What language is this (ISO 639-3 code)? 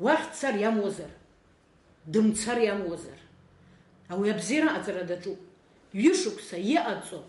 abk